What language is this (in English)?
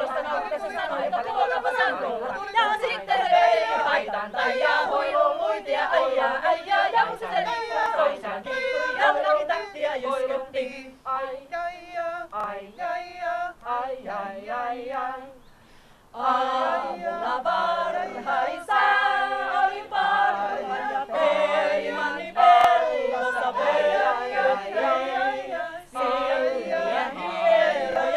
Finnish